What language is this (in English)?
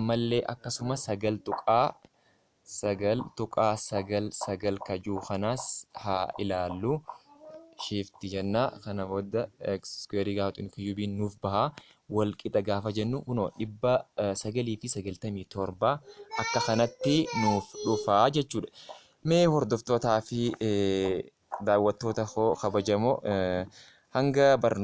Oromo